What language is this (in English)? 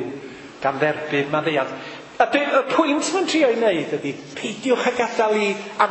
Welsh